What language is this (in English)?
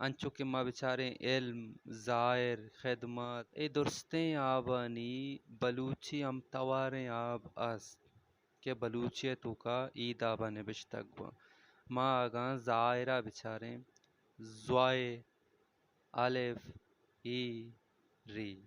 Baluchi